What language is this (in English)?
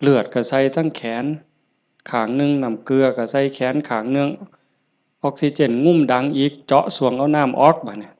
Northeastern Thai